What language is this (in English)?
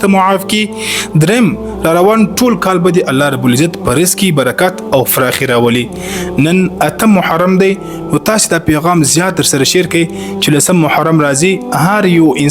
Pashto